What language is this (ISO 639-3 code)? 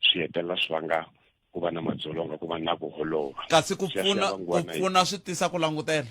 tso